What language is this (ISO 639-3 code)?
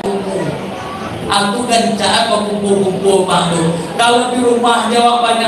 min